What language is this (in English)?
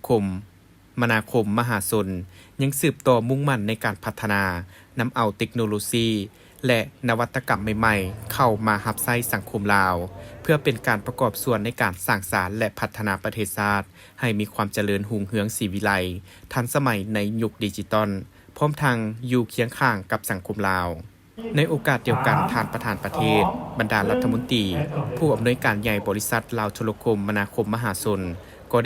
Lao